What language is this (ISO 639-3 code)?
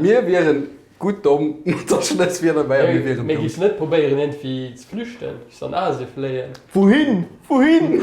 ltz